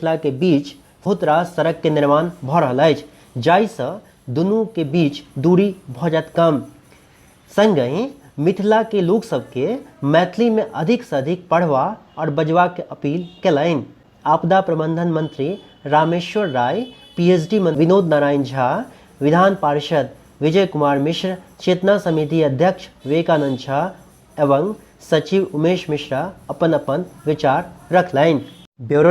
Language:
Maithili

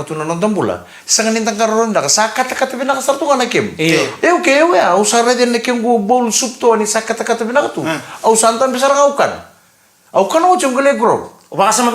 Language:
Fijian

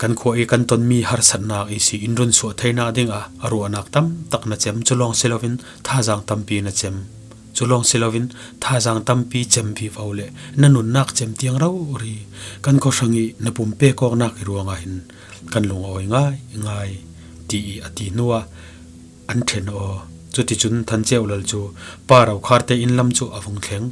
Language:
Falam Chin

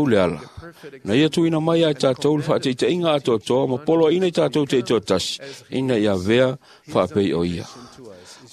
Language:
Samoan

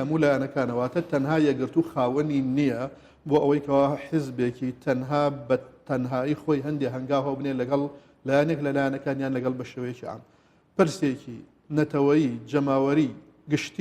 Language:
Central Kurdish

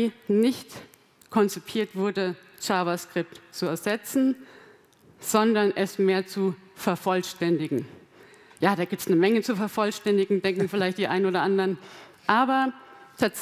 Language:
German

